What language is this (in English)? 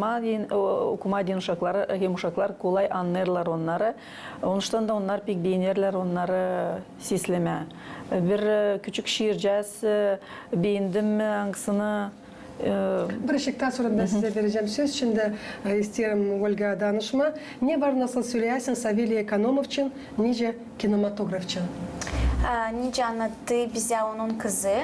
Gagauz